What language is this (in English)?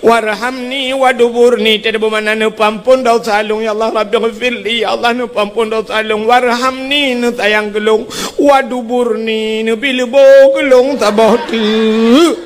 Achinese